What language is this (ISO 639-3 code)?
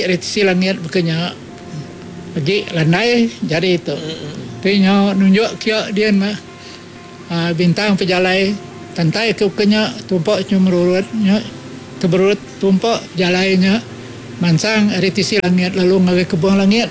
iba